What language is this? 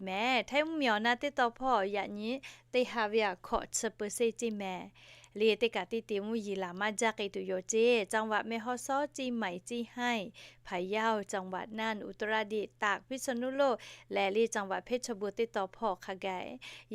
Lahu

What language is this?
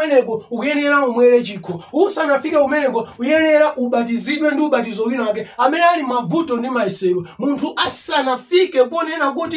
Nyanja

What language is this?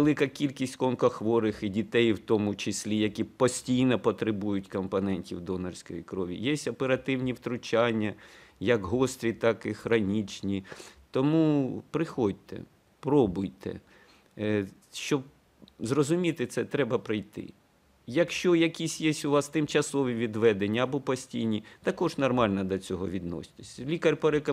Ukrainian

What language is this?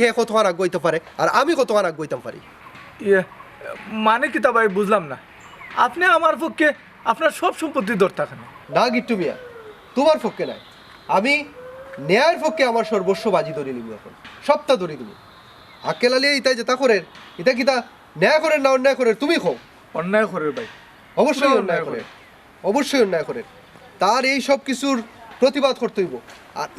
Sylheti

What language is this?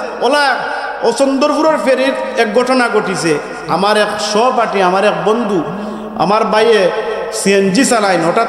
Sylheti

